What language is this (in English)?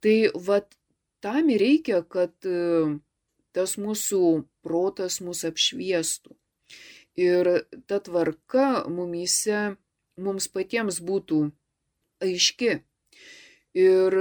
Lithuanian